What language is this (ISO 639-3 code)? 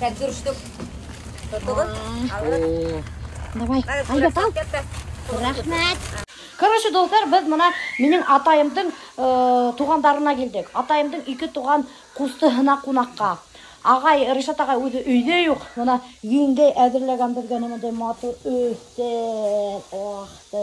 bak